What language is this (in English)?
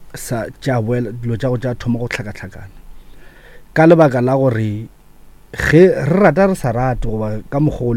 Northern Sotho